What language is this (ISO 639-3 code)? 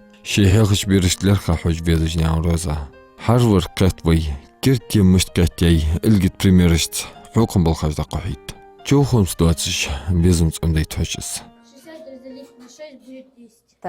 inh